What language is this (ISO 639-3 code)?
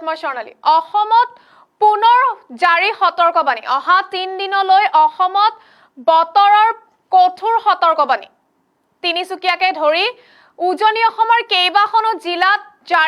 asm